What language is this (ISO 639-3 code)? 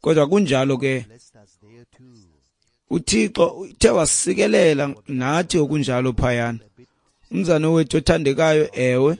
xho